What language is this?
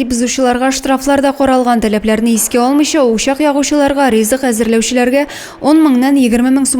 Tatar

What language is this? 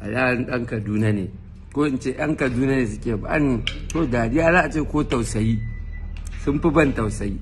Hausa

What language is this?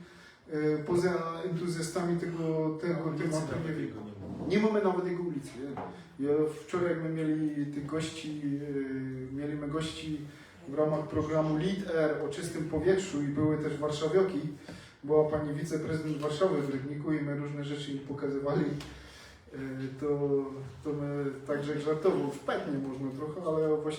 Silesian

